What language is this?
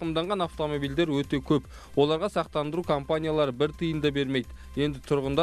Kazakh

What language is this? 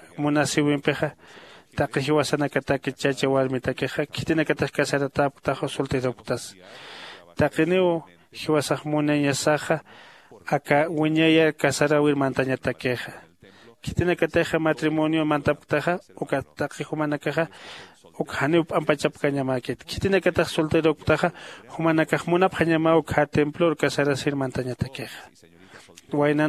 Aymara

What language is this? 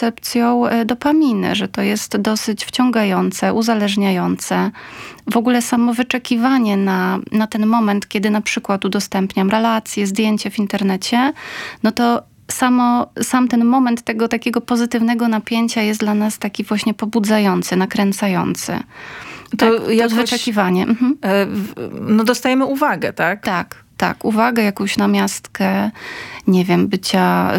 Polish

